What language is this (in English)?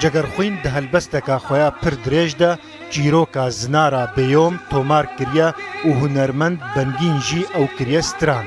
Kurdish